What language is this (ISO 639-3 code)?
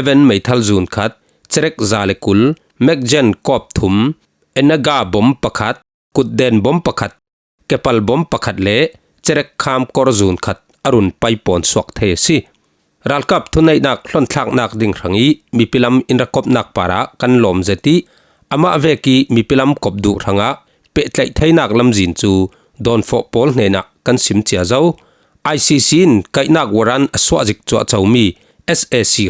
cfm